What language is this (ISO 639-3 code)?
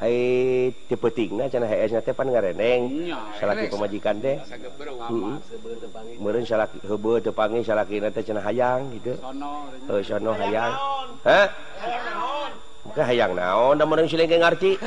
sun